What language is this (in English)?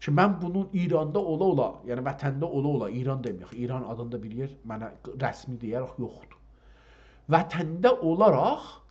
South Azerbaijani